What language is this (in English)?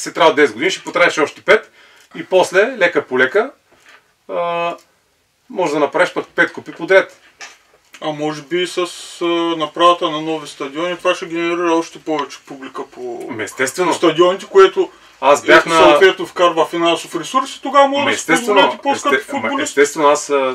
Bulgarian